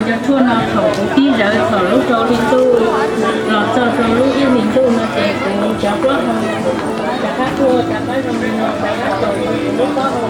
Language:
Hmong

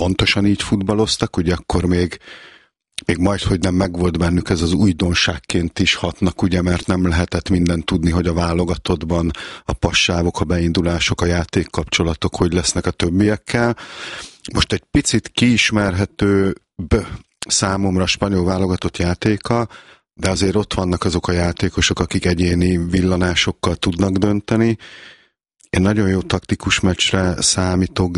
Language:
Hungarian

